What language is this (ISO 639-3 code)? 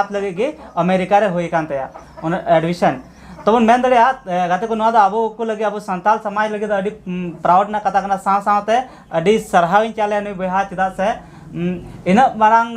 sat